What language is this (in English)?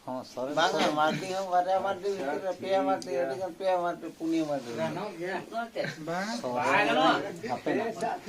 Santali